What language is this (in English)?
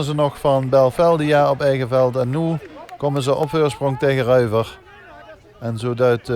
Limburgish